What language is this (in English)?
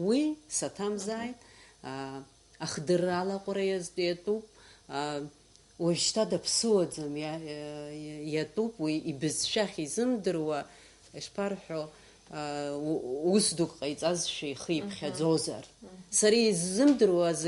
Abkhazian